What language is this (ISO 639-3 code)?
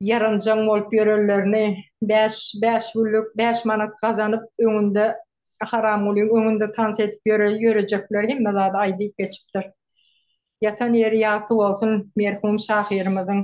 tuk